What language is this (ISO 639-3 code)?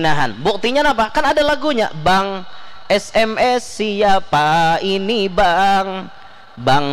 bjn